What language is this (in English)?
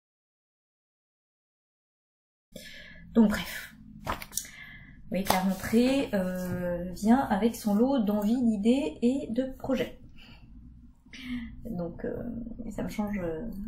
French